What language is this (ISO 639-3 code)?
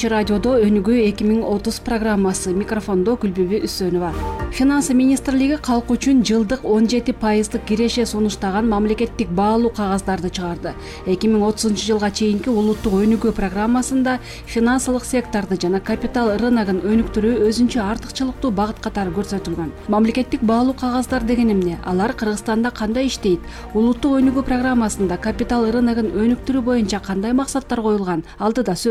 kir